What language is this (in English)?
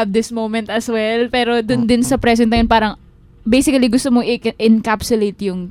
Filipino